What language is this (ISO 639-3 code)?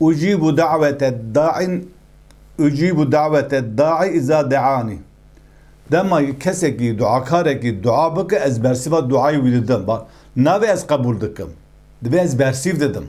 kur